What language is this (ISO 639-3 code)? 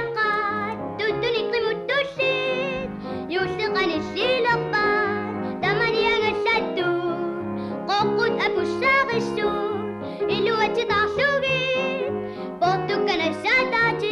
kal